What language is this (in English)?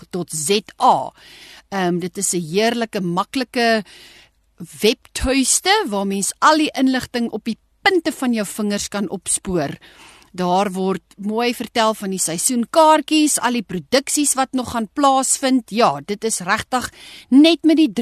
Afrikaans